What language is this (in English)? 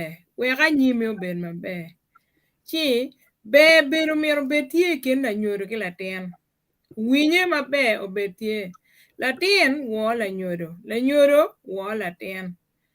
Acoli